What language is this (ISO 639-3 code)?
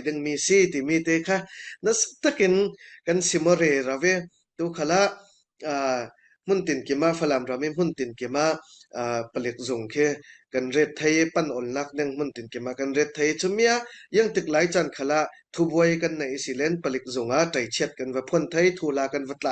cfm